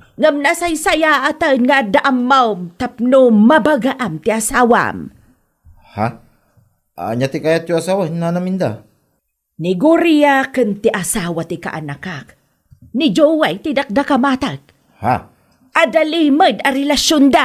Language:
Iloko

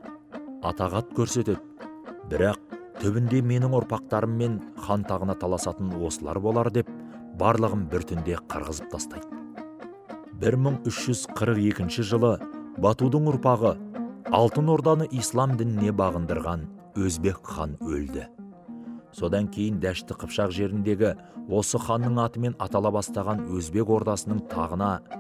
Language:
Kazakh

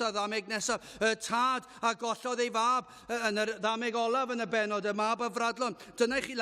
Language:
Welsh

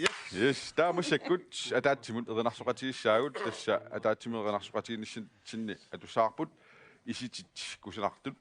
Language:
Kalaallisut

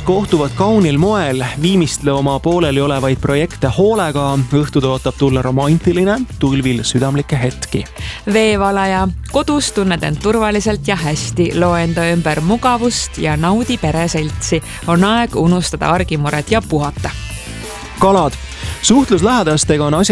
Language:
Estonian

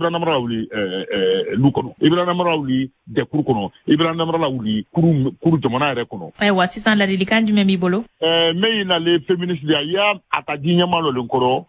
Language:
Bambara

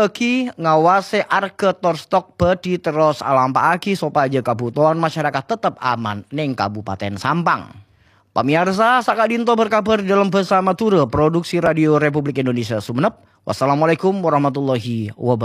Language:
Madurese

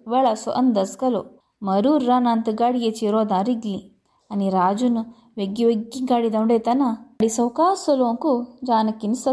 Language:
Konkani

